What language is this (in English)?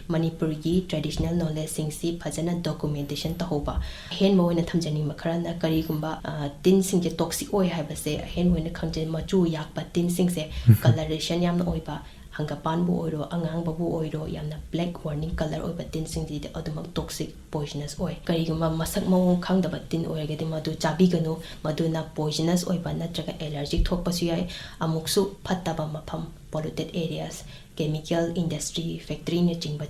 Manipuri